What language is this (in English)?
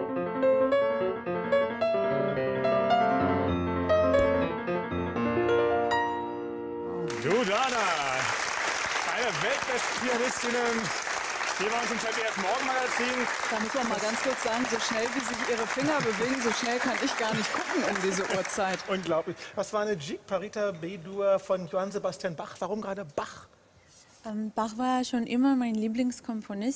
German